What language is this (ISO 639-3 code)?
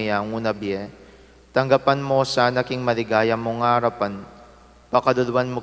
pam